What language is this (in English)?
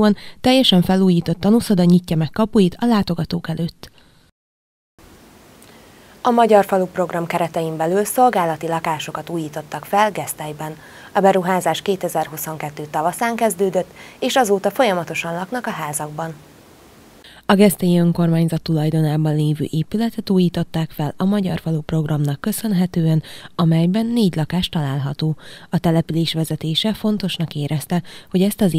Hungarian